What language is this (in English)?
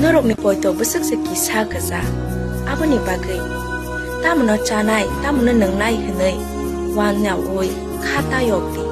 Kok Borok